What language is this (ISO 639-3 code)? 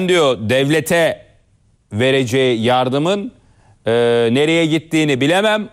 tur